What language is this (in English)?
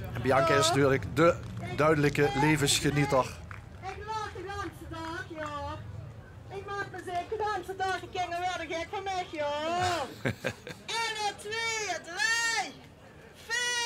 Limburgish